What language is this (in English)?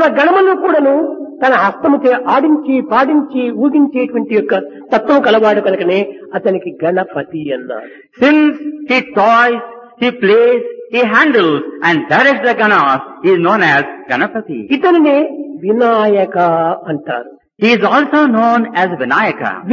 Telugu